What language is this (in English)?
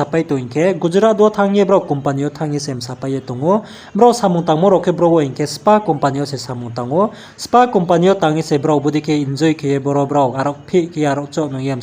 Riang (India)